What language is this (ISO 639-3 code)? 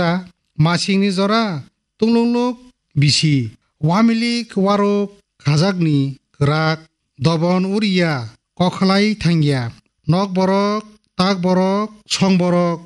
trp